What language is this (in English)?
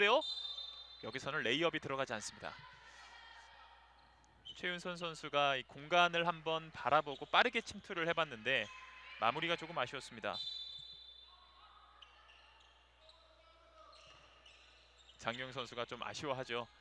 Korean